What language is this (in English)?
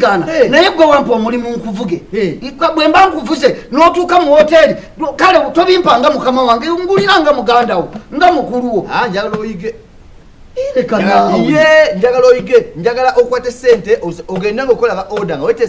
Ganda